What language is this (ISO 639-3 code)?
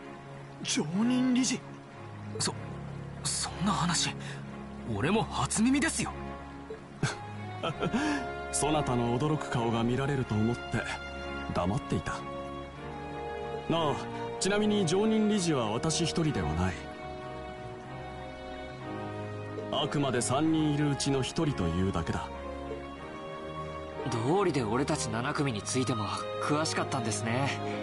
jpn